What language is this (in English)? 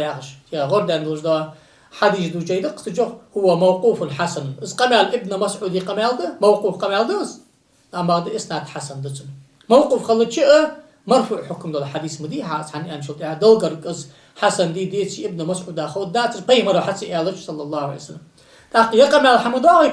Ingush